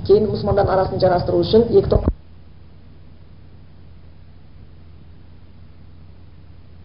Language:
Kazakh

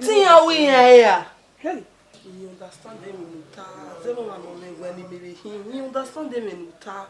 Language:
Bini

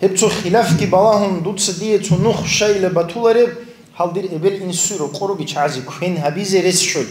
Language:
Avaric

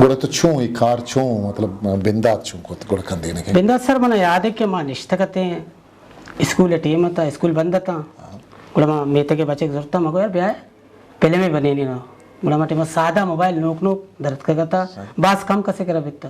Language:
Eastern Balochi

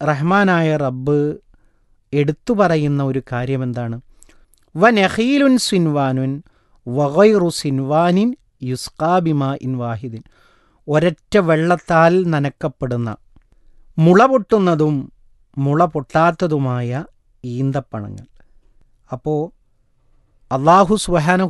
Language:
Malayalam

